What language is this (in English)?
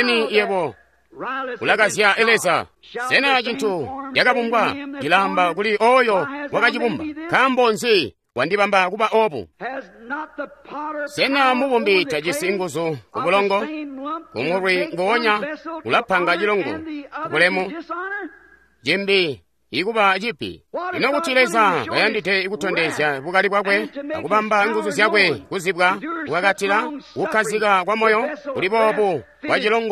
Tonga (Zambia)